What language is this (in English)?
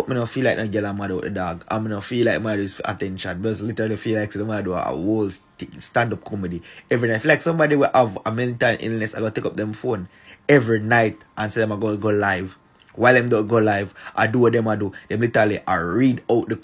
Jamaican Creole English